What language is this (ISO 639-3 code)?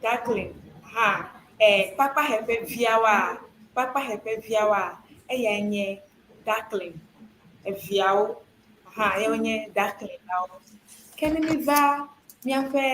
ewe